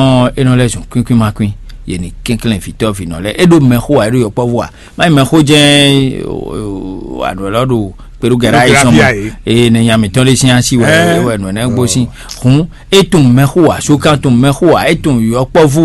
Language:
Fon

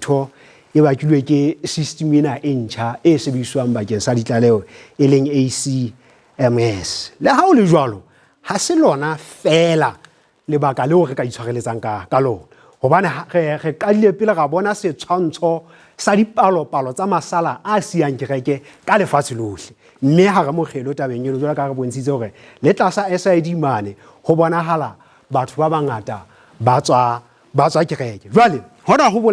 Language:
Southern Sotho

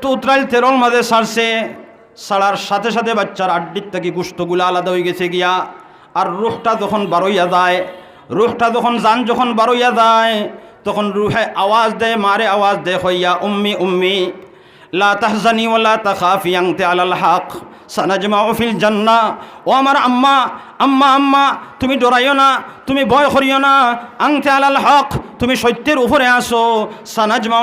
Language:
Sylheti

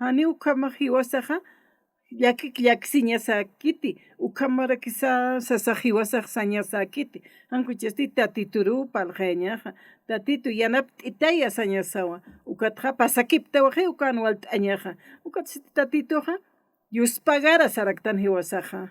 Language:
Aymara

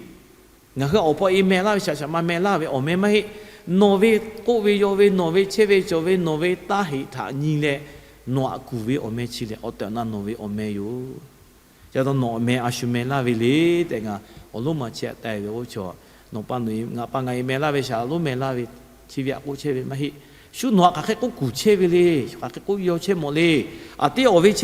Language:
Lahu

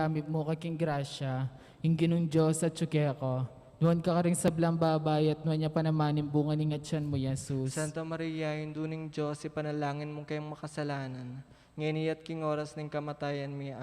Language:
Pampanga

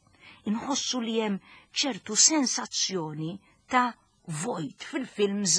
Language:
Maltese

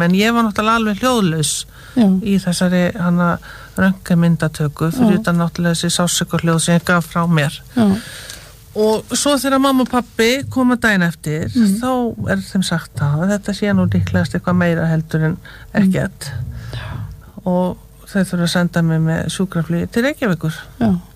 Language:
Icelandic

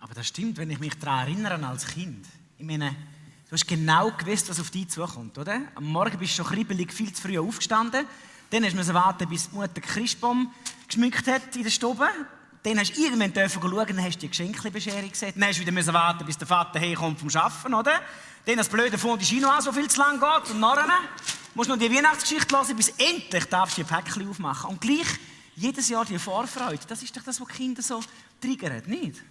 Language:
Swiss German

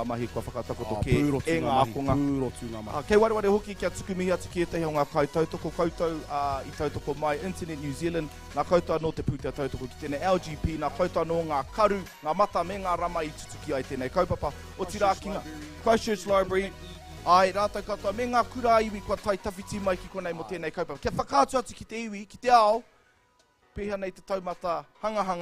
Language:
Māori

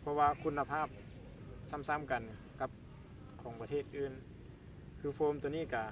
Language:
Lao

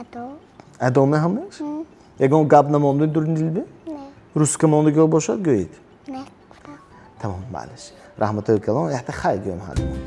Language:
Tajik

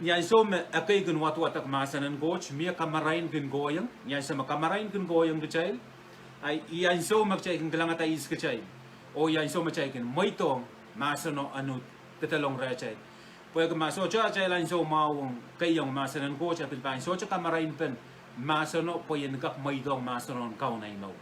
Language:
Pohnpeian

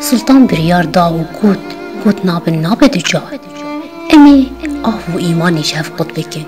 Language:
Kurdish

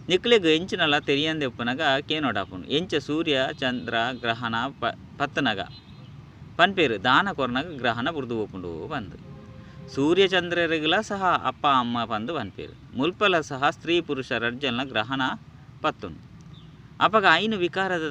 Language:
Tulu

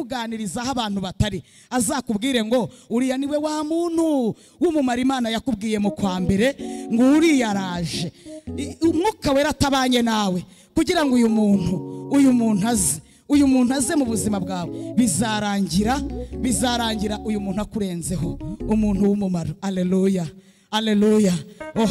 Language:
Kinyarwanda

